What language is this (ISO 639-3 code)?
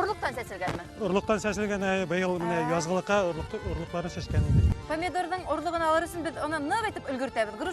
bak